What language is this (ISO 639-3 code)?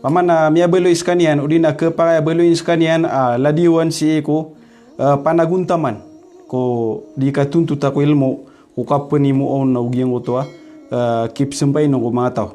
mrw